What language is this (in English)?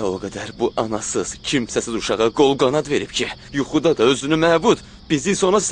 Azerbaijani